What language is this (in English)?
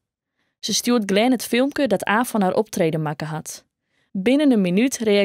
Western Frisian